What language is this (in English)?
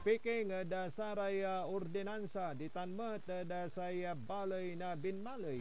Pangasinan